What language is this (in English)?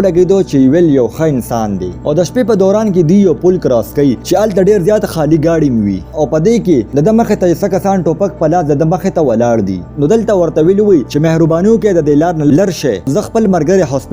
Pashto